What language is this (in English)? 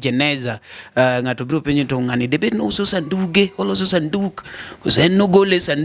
Luo (Kenya and Tanzania)